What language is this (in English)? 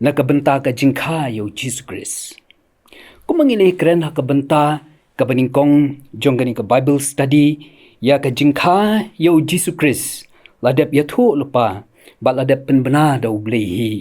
Khasi